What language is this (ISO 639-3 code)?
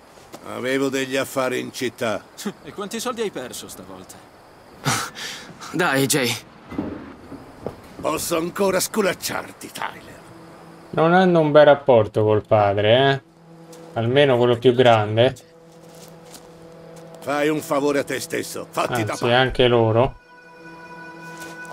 ita